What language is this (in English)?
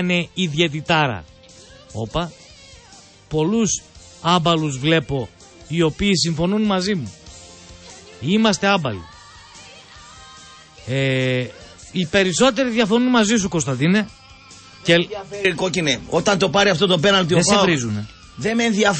Greek